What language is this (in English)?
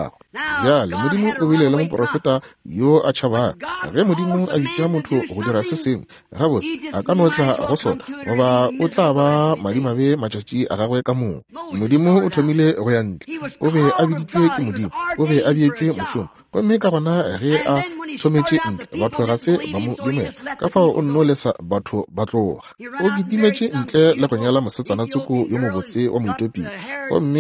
Northern Sotho